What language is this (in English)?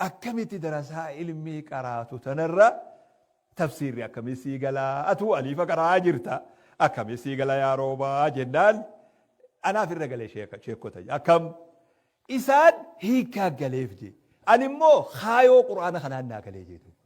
Oromo